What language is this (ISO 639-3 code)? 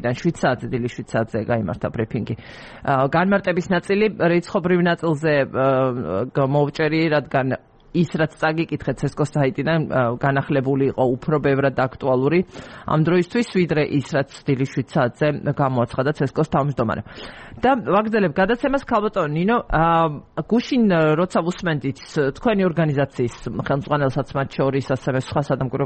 kat